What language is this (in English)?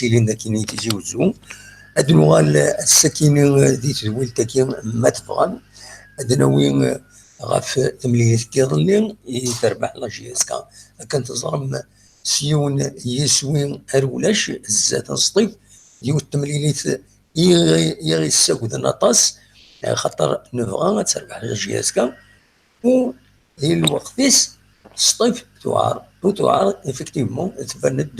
Kabyle